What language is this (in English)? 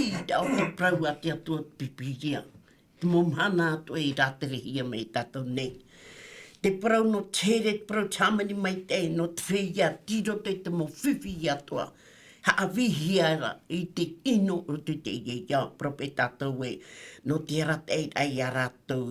Tahitian